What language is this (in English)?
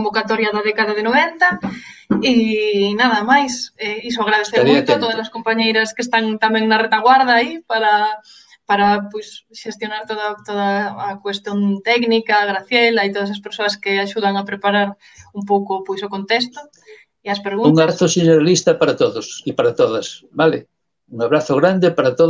Galician